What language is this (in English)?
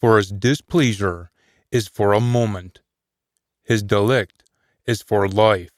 Scots